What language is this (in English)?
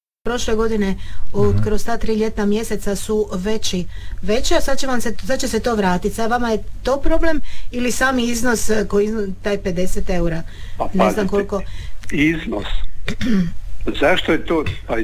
Croatian